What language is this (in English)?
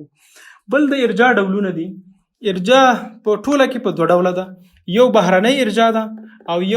Pashto